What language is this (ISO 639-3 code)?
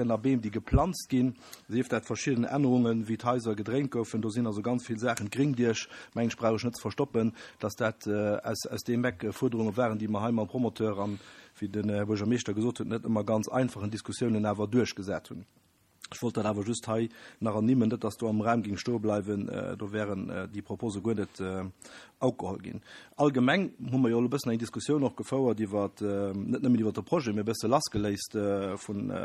ltz